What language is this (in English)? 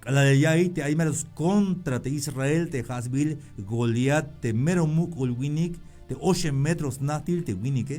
Tzeltal